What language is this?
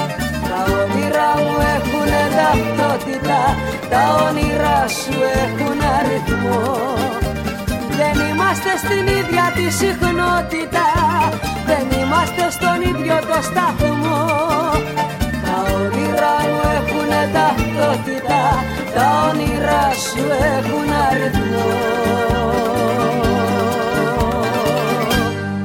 Greek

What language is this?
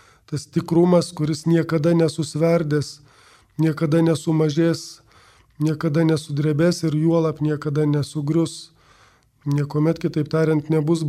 Lithuanian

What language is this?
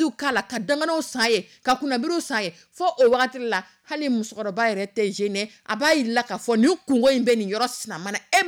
Dyula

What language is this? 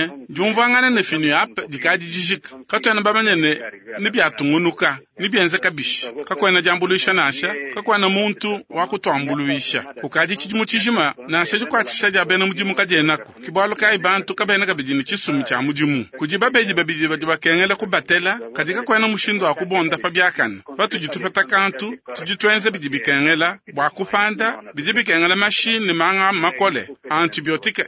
Luba-Lulua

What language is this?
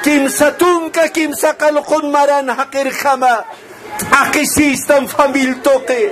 Aymara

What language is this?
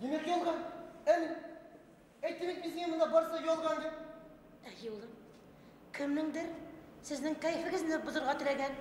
Bashkir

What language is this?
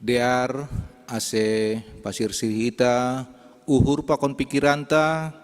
Batak Simalungun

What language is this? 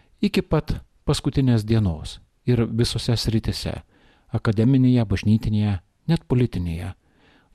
Lithuanian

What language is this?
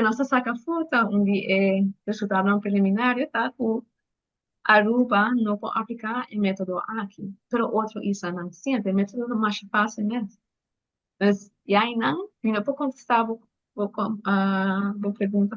Papiamento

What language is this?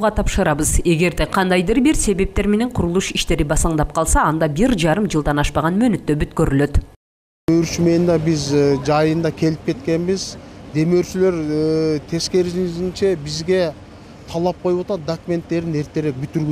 Kyrgyz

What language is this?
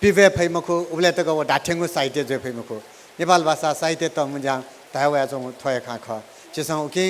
Newari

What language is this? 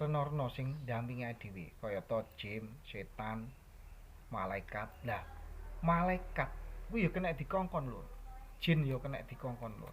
Javanese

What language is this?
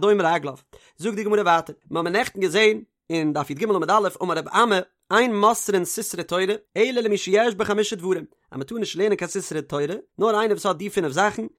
Yiddish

